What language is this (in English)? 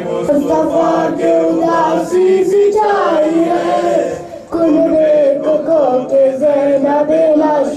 Urdu